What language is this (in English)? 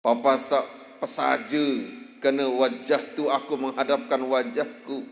Sasak